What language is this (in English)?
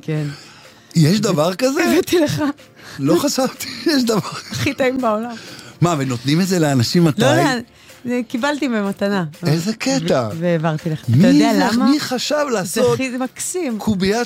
Hebrew